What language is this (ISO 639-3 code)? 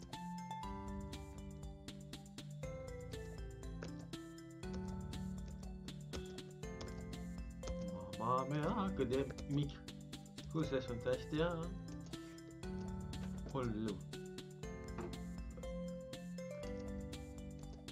ron